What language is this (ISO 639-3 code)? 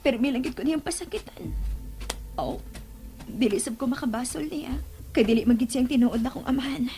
ceb